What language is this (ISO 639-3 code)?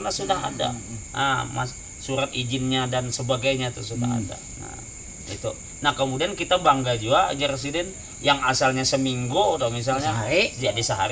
bjn